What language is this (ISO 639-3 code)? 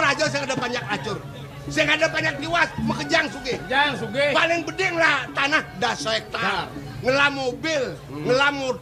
ban